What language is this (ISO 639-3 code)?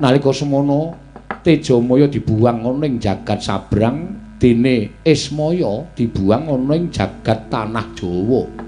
jav